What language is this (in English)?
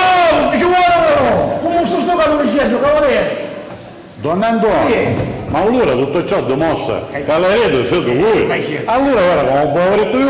Sicilian